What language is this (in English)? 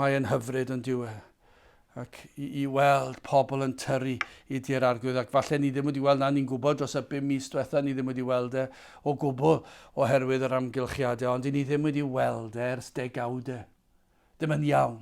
Welsh